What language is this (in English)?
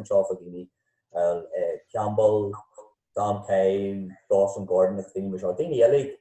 Irish